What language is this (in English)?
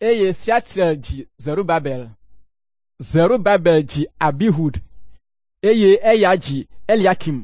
Ewe